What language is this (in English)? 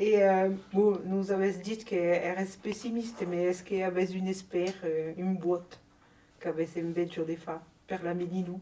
Occitan